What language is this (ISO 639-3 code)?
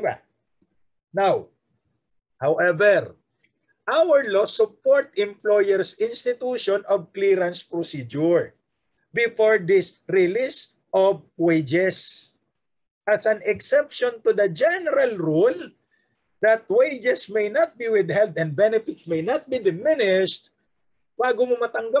fil